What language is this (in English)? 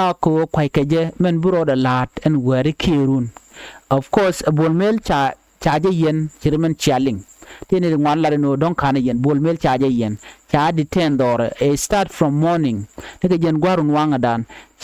Nuer